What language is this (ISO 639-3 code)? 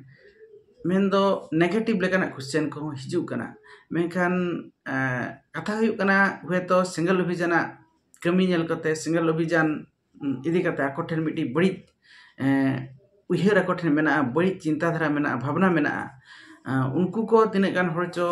sat